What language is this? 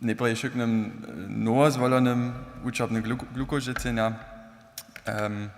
Upper Sorbian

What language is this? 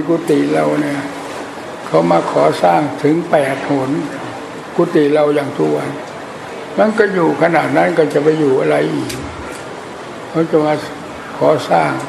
Thai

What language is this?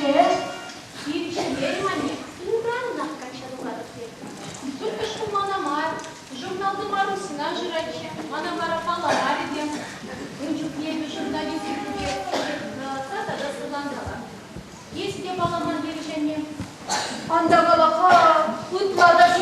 Chuvash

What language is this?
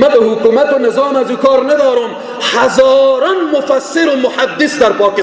Persian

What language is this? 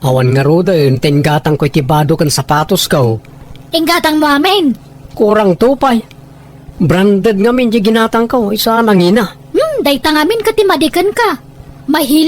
Iloko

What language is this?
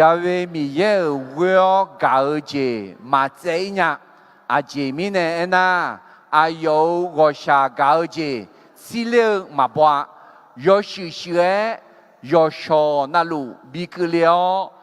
Akha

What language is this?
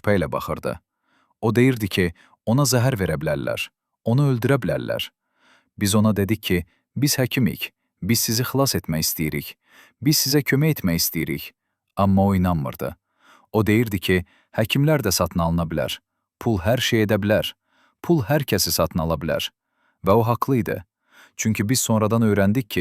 Azerbaijani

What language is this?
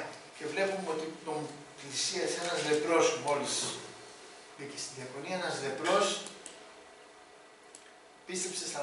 Greek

